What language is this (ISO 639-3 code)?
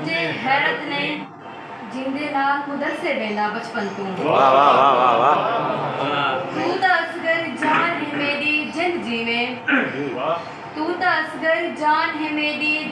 skr